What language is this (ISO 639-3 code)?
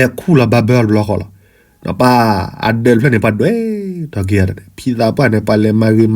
ksw